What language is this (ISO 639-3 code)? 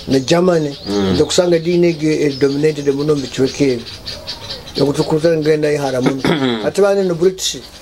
nyo